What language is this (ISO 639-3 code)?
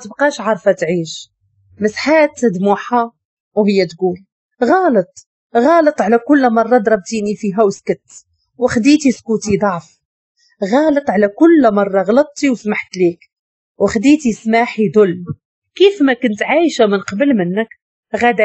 ary